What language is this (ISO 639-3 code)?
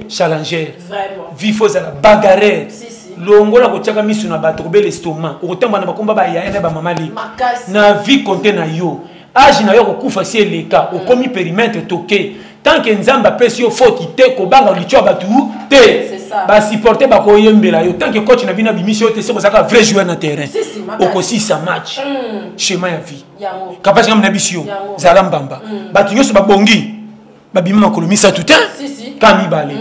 lin